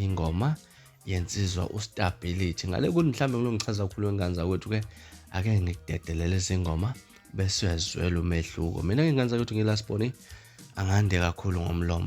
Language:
Zulu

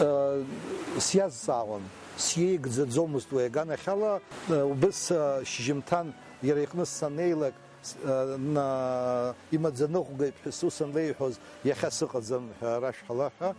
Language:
Abkhazian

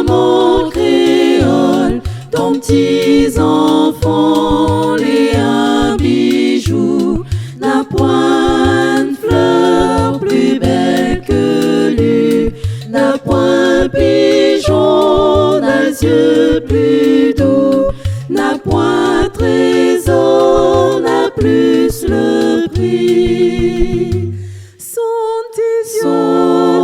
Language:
Réunion Creole French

